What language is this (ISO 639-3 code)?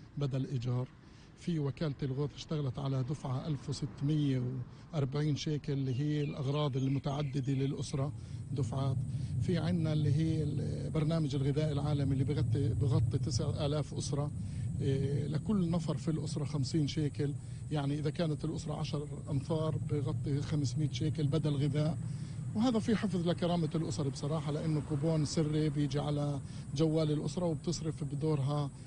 apc